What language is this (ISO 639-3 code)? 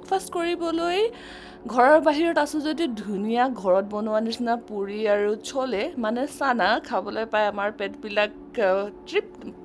asm